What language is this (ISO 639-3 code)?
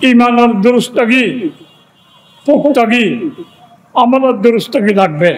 rhg